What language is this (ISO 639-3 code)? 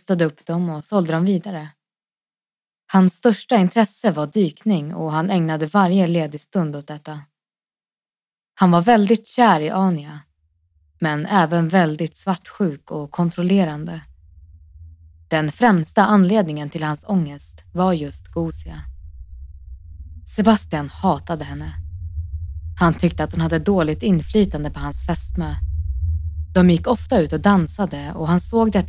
swe